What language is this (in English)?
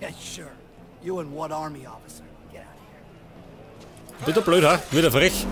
Bavarian